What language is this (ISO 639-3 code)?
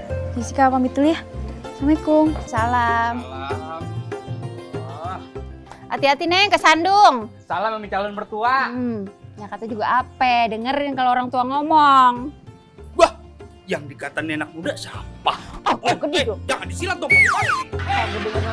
bew